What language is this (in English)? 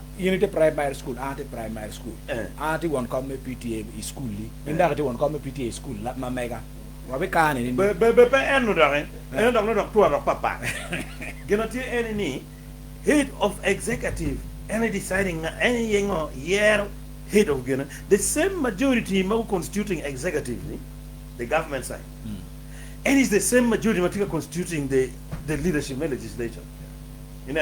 Acoli